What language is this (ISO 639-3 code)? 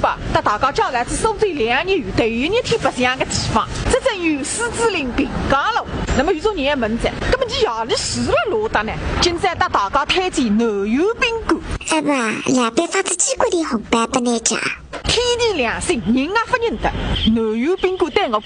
wuu